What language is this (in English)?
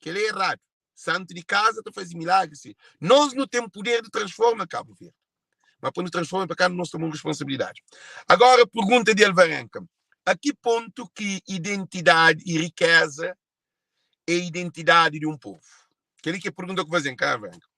Kabuverdianu